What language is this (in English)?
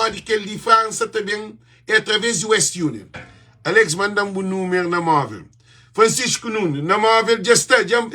Kabuverdianu